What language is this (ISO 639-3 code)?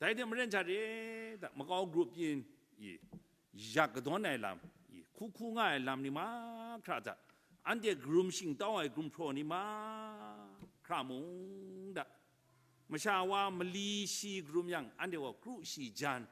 kac